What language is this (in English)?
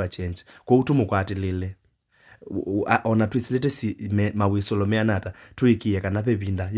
Kamba